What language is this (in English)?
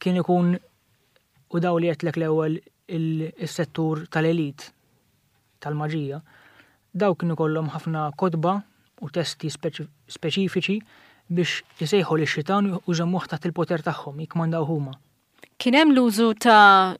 Maltese